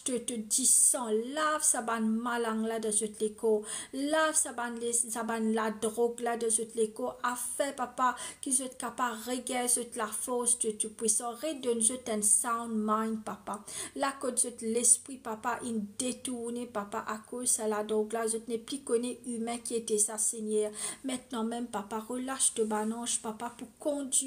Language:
Morisyen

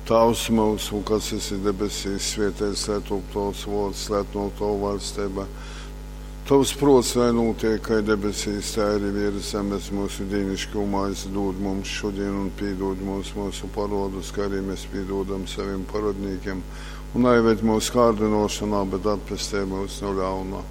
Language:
Latgalian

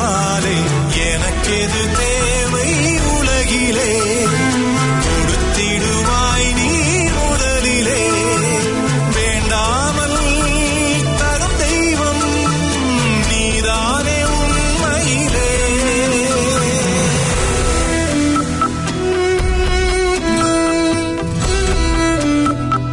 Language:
Tamil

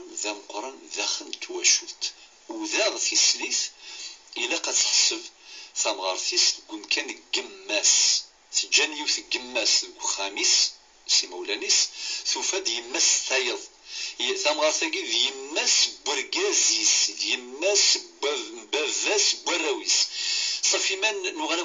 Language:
Kabyle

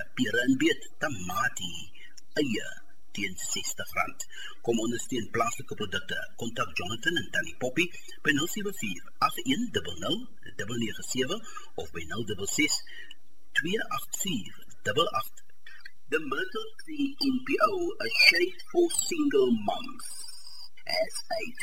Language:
Afrikaans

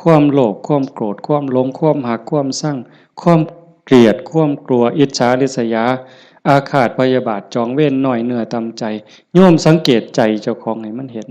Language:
Northeastern Thai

